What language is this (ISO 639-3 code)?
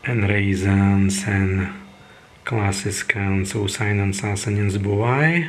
prg